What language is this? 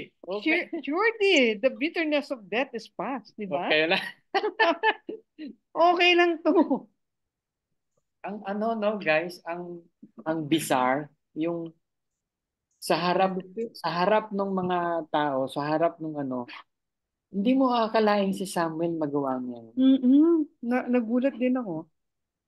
Filipino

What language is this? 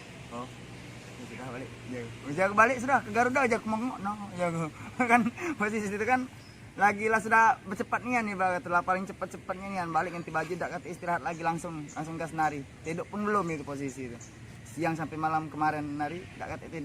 Musi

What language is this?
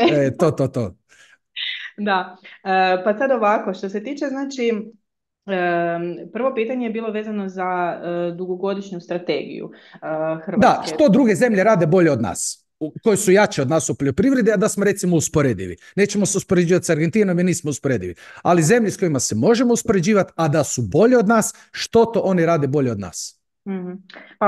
Croatian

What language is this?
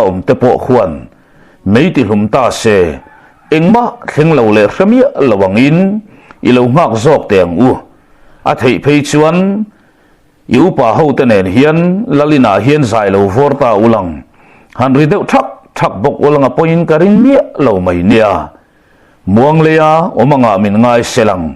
Mizo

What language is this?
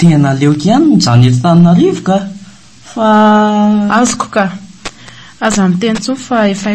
Malagasy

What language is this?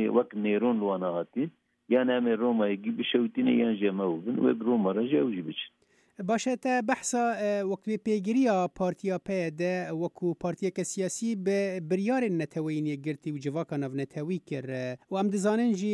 Kurdish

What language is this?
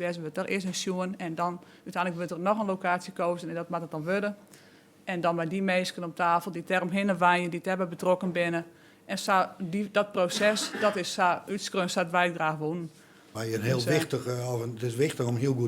Western Frisian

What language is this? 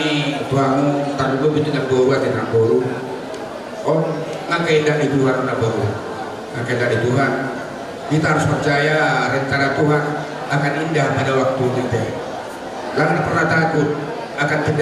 Batak Toba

